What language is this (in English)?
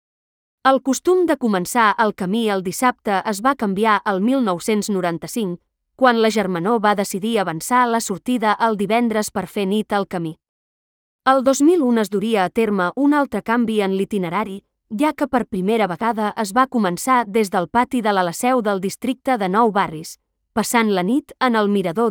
Catalan